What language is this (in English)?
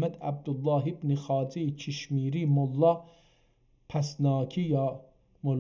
South Azerbaijani